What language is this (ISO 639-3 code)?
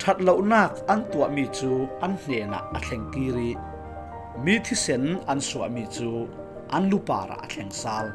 cfm